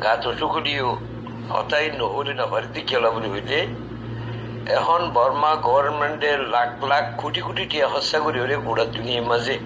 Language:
Rohingya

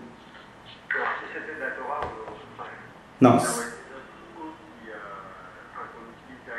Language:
French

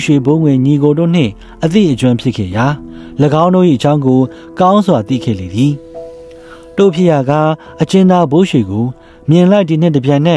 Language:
Burmese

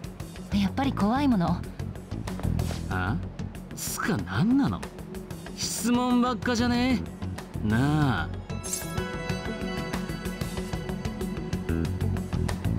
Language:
Japanese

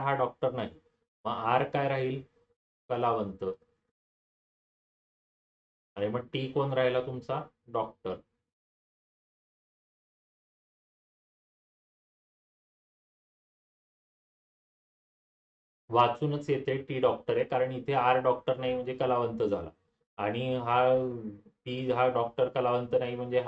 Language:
Marathi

